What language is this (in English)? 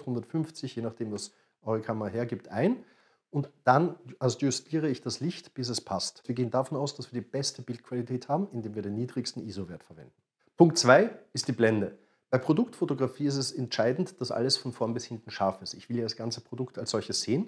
German